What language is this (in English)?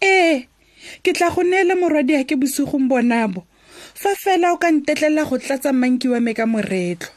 Tswana